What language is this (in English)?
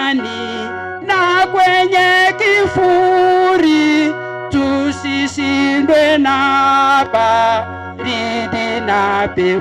Gusii